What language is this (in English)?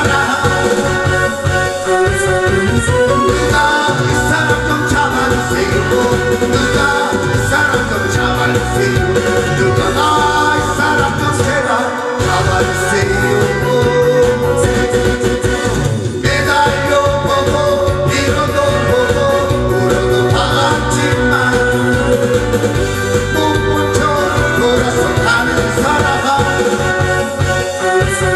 Korean